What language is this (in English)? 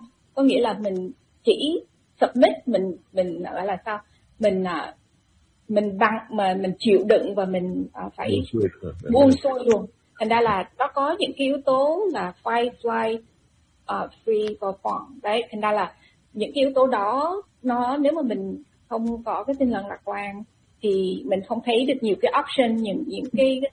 Vietnamese